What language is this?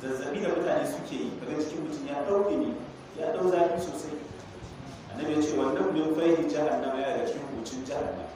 Hausa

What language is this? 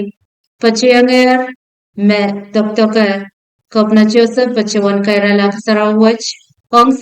Pohnpeian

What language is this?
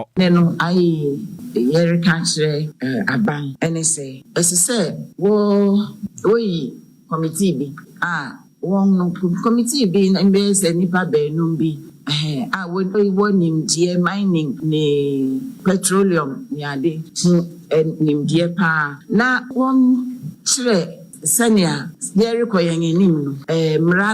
Akan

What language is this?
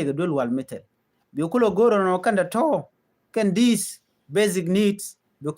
Nuer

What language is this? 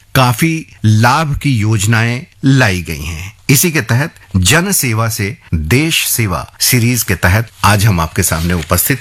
Hindi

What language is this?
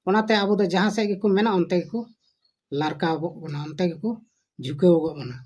Santali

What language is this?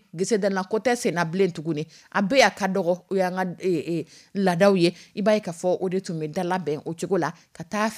Dyula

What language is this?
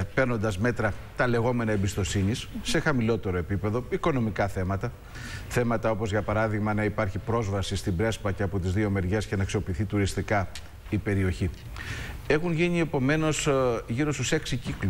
Greek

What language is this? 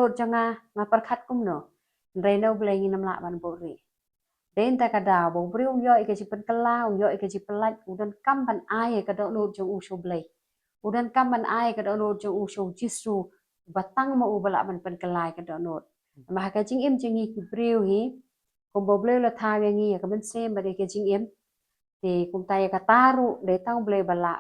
Khasi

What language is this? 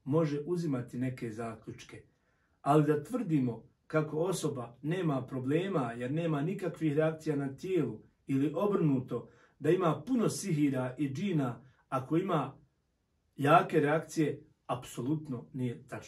Bosnian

